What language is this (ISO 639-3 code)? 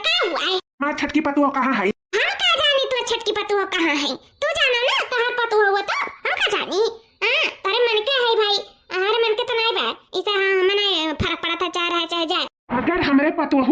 awa